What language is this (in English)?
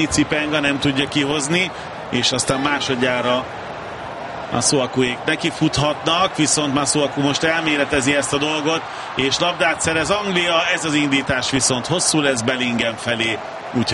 Hungarian